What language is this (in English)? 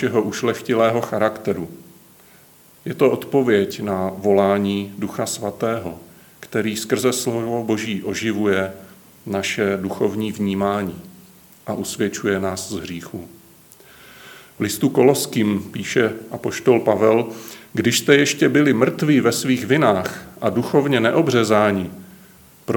Czech